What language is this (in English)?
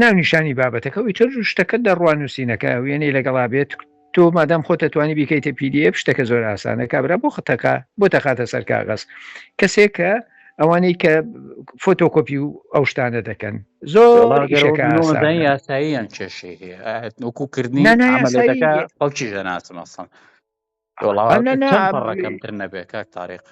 Central Kurdish